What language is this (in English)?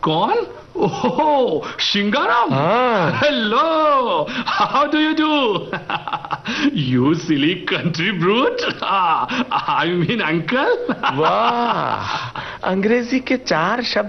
Hindi